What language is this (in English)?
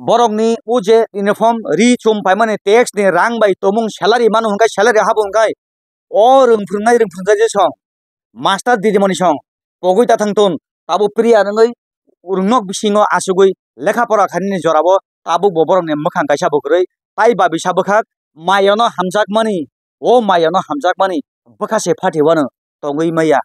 Kok Borok